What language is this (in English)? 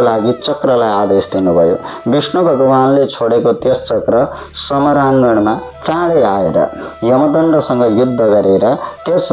Nepali